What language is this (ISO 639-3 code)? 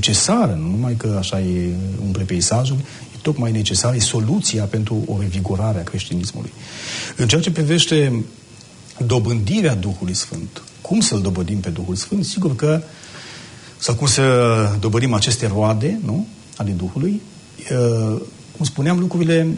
ron